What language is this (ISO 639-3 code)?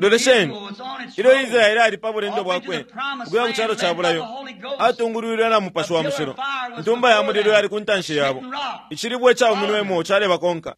bem